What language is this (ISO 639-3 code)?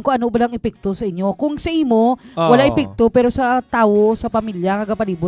hil